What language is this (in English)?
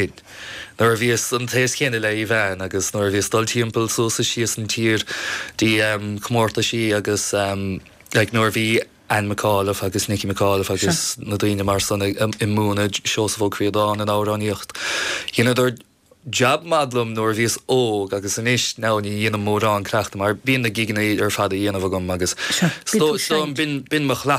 Irish